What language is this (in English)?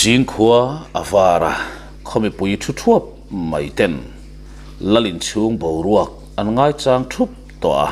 Mizo